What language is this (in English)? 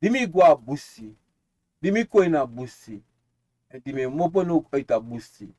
Sranan Tongo